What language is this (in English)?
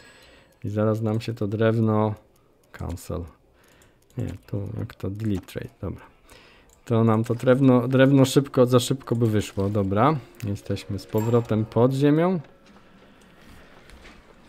Polish